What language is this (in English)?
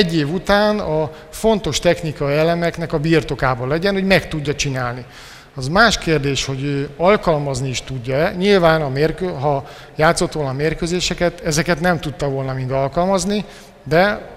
Hungarian